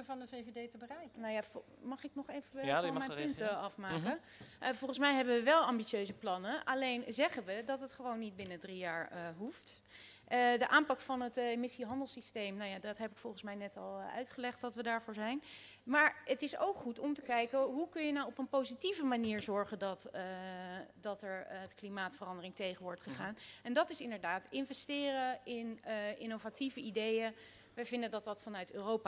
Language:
Dutch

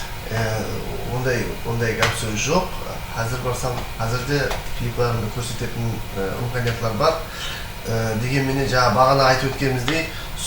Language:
Kara-Kalpak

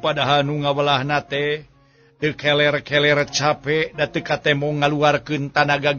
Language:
Sundanese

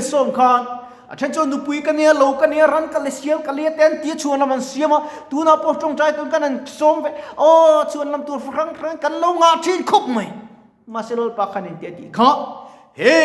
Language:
Mizo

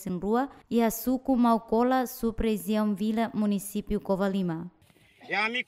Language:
Tetum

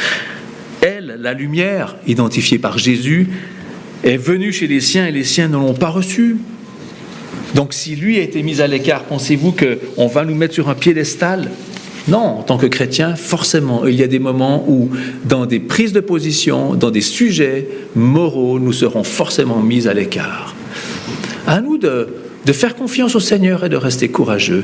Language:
French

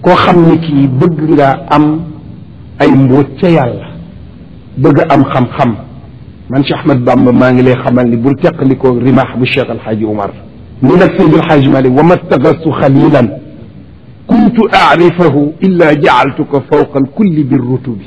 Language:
Wolof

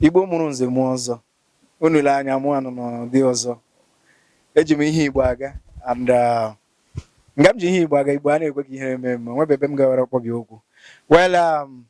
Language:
Igbo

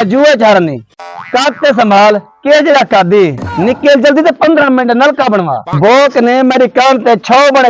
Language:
Saraiki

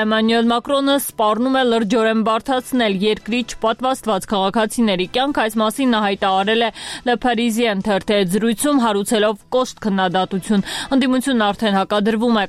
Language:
Armenian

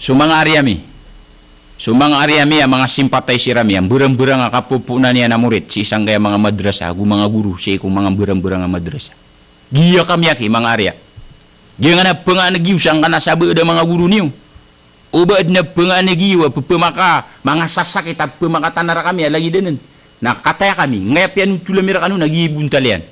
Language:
Maranao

